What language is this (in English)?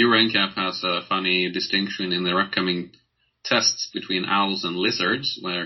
English